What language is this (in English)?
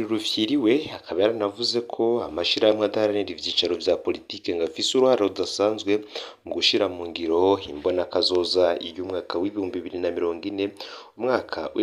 Rundi